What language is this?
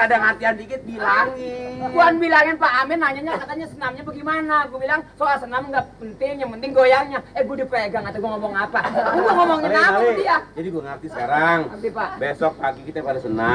Betawi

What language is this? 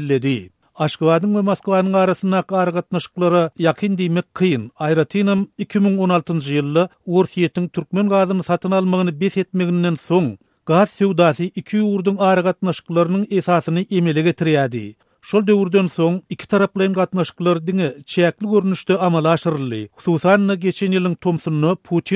Turkmen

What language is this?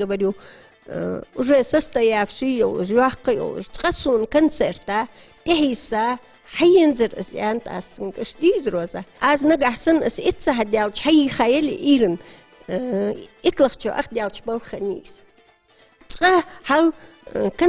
Ingush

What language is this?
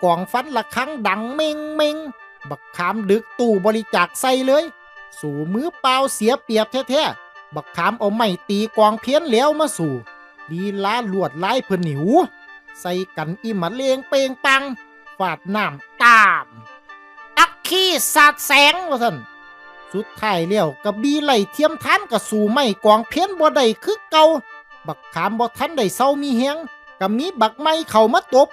Lao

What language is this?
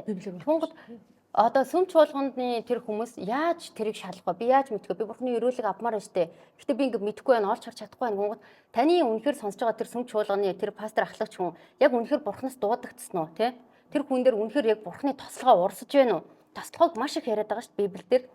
Mongolian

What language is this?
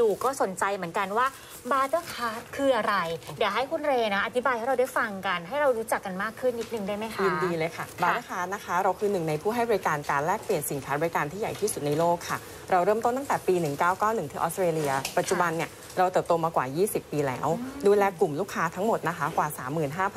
Thai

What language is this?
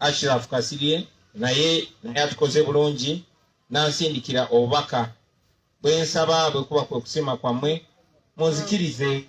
Ganda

